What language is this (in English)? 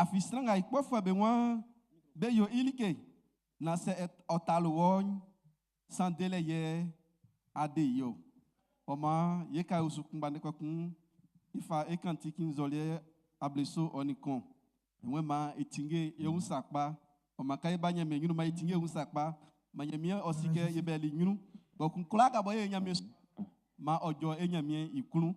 Baoulé